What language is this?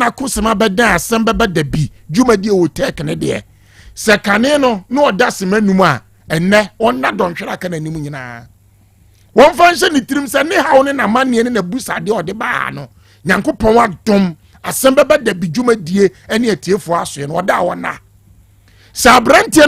Akan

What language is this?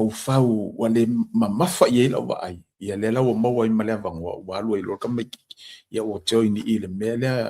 Samoan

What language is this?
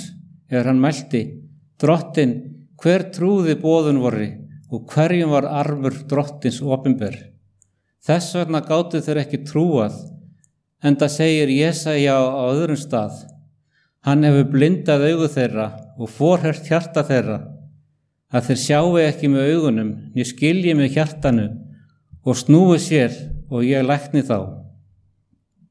Icelandic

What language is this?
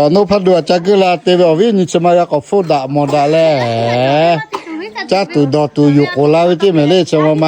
Lahu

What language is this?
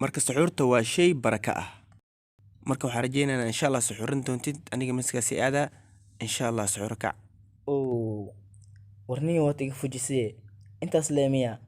Somali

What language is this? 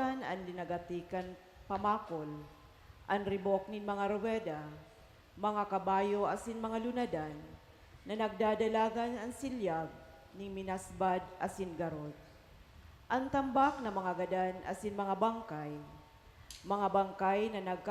Bikol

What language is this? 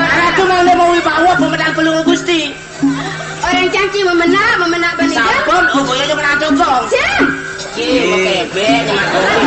Balinese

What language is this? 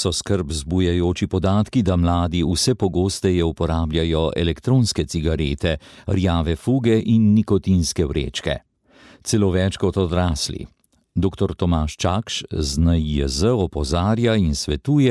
Slovenian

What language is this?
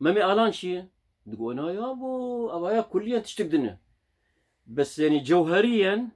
Kurdish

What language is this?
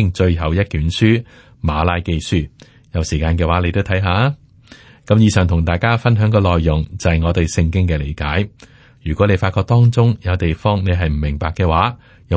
Cantonese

